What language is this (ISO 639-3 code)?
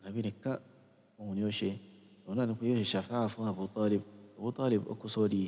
yor